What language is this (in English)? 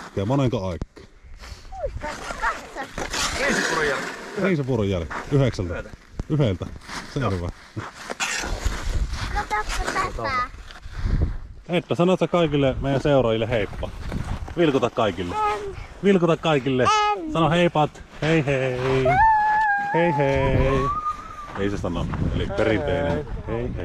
Finnish